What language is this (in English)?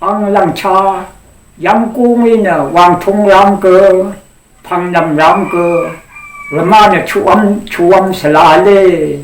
Rawang